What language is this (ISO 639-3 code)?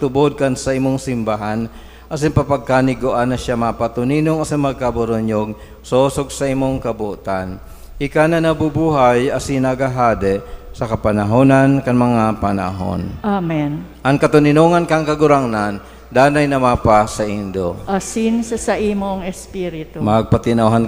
bik